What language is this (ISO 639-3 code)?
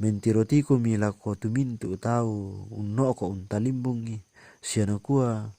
sda